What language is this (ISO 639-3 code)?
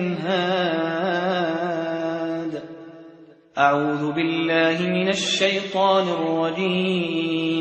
ara